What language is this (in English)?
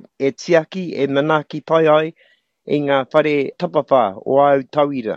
Māori